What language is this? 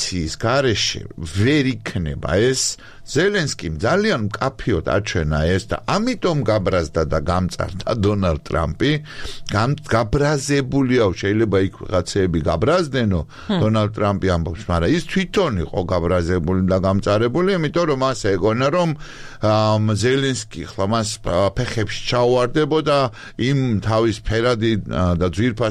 Georgian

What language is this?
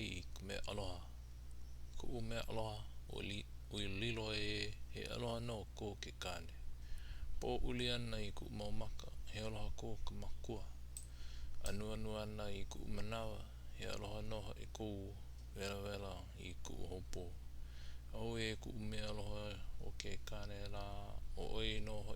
Hawaiian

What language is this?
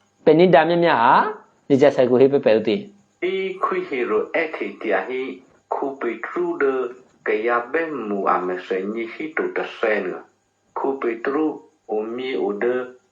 Eastern Kayah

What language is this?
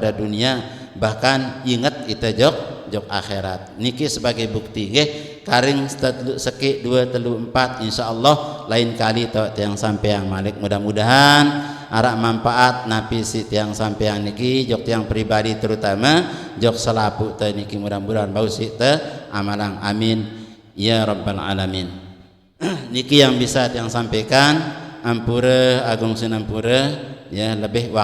Sasak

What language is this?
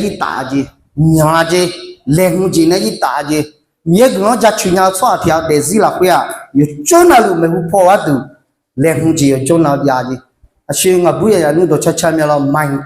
Akha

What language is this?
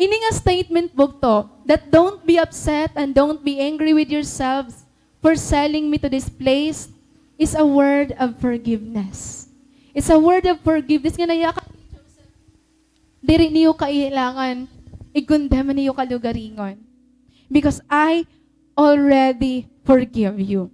Waray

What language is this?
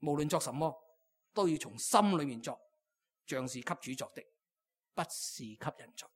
Cantonese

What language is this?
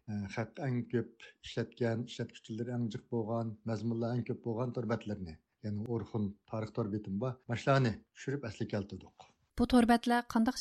Uyghur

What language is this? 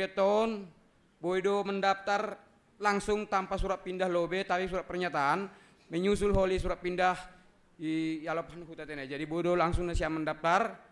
Batak Simalungun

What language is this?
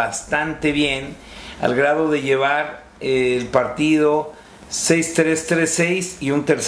Spanish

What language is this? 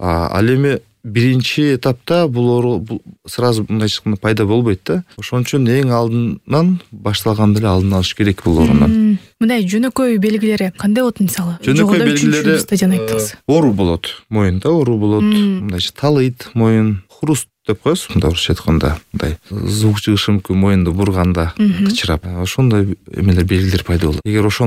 Kyrgyz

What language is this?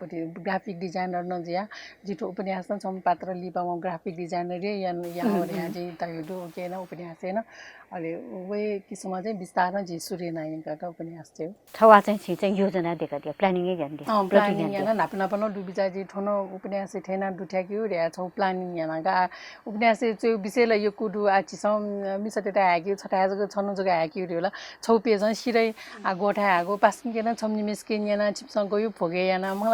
Newari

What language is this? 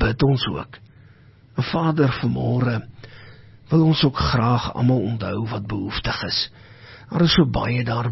Afrikaans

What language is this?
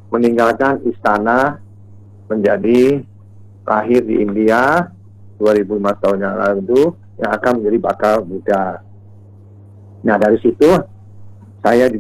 Indonesian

